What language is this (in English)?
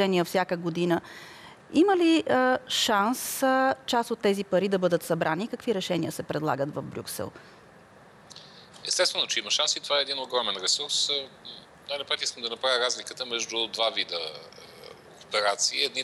Bulgarian